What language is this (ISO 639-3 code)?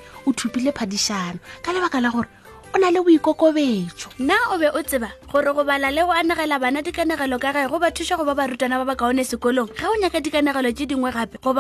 nso